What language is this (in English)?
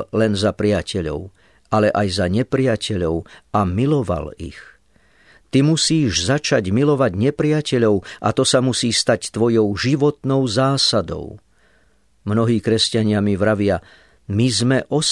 Slovak